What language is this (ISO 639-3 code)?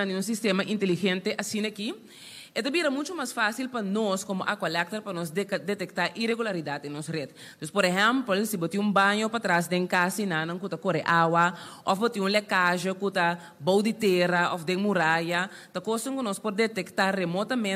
pap